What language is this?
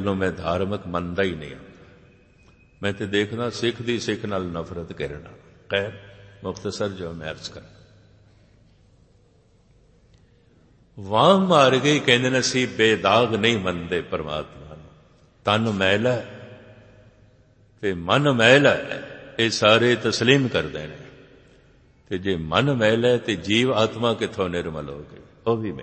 Punjabi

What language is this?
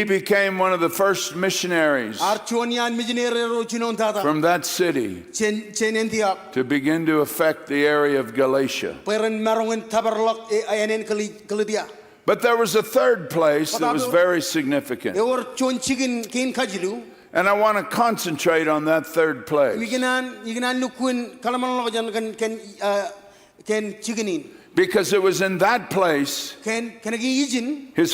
Marshallese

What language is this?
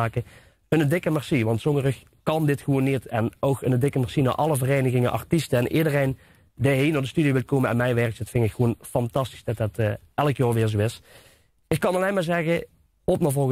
Limburgish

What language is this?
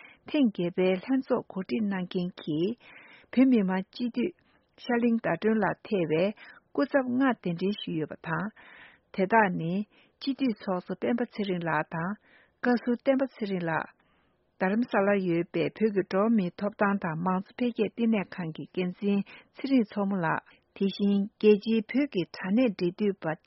Tibetan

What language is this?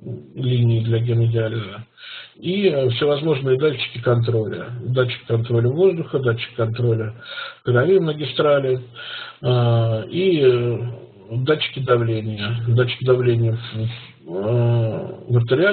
Russian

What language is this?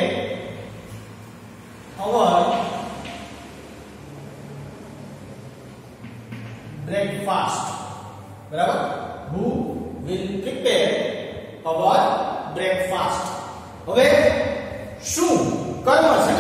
Gujarati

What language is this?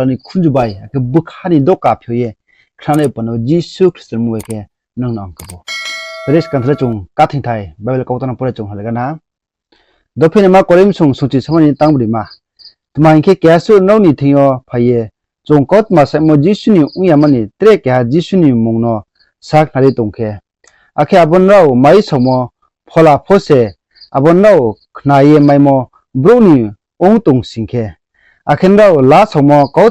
Riang (India)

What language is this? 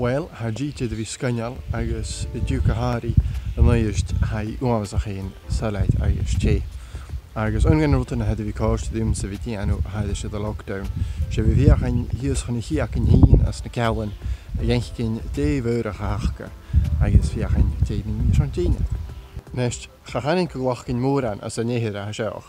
Scottish Gaelic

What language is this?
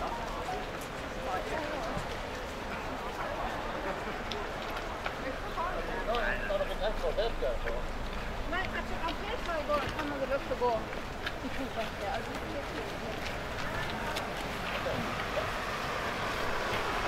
Norwegian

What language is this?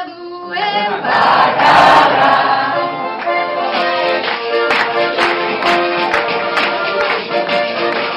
Basque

